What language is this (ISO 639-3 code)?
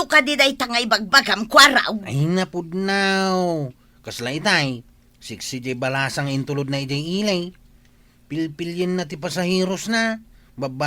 ilo